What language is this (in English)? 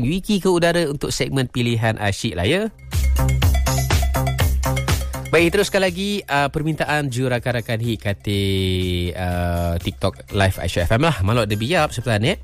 Malay